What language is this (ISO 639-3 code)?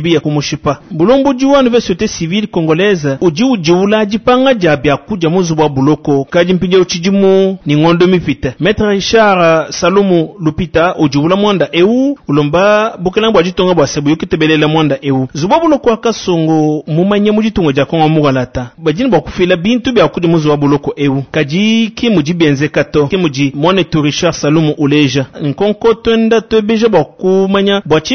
lua